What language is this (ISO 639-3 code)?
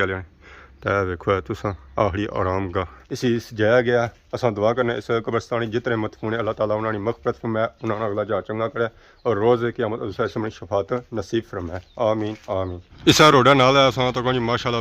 phr